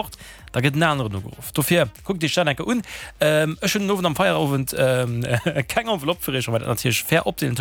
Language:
Luxembourgish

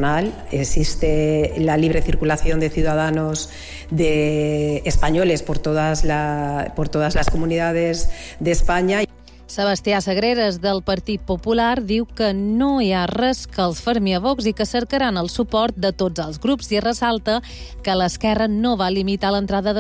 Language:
Catalan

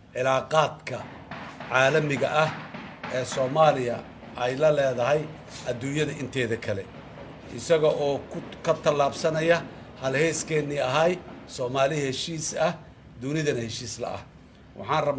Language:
Somali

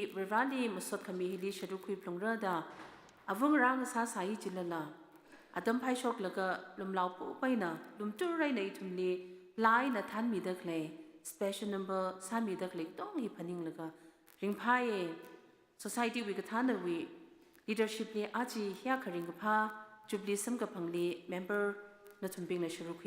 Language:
Tangkhul Naga (India)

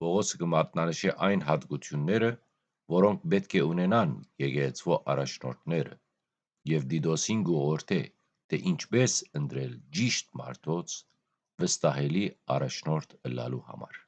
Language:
Western Armenian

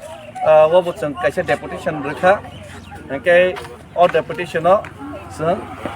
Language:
Kok Borok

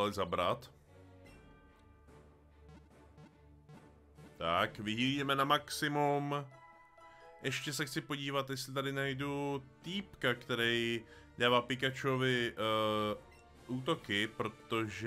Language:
Czech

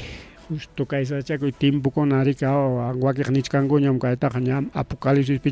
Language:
Ayacucho Quechua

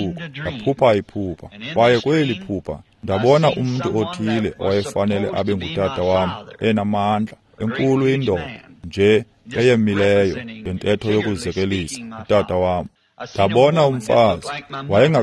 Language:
Xhosa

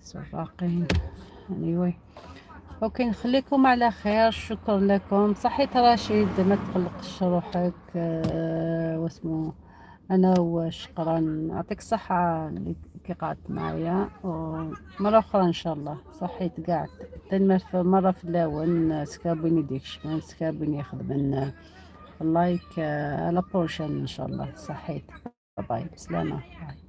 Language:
Algerian Arabic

